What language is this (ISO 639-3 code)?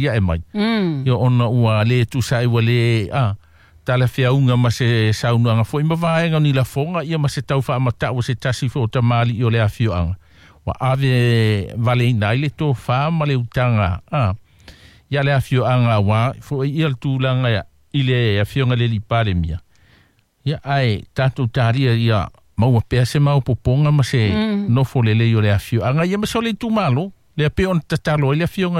smo